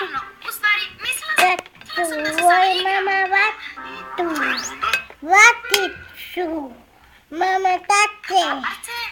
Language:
Serbian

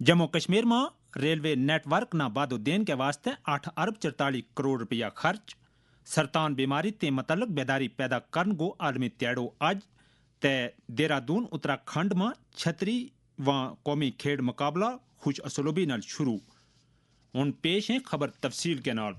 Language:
Gujari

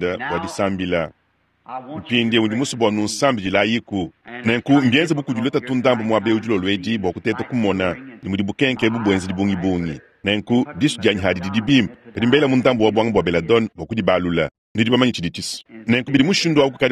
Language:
Luba-Lulua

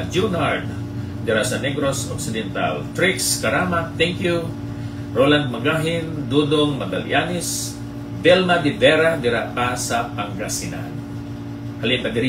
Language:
Hiligaynon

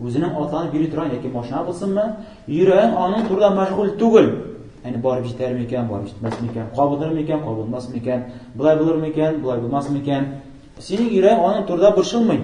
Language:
Tatar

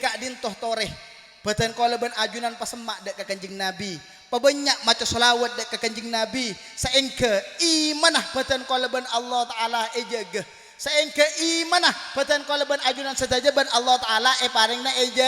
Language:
Madurese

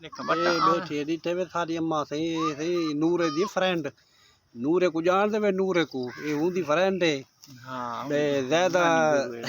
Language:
Saraiki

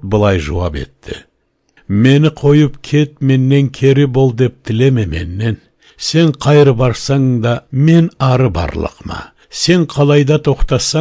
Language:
Kyrgyz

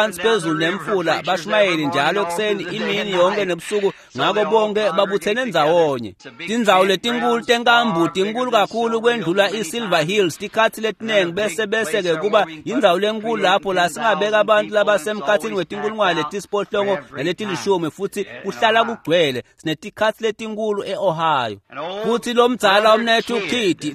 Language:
Swati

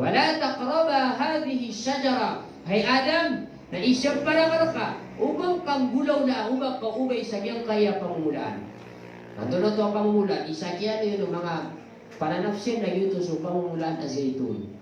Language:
Maranao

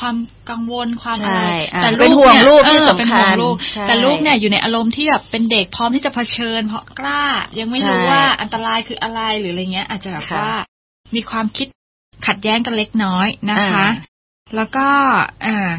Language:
Thai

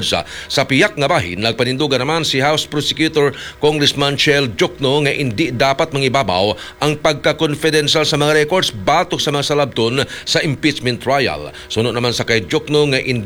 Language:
Hiligaynon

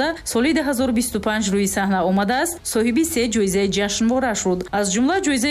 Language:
Tajik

